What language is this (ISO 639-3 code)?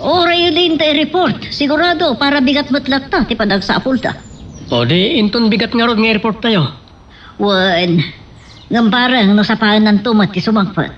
ilo